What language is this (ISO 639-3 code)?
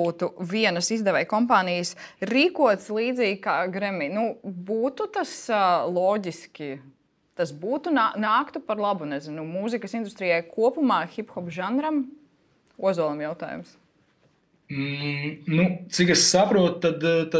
lav